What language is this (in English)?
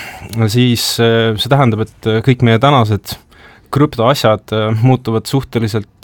Estonian